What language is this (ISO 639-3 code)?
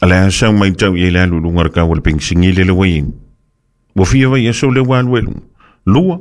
smo